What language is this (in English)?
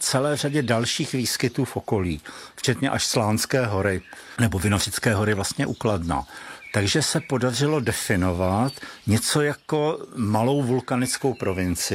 Czech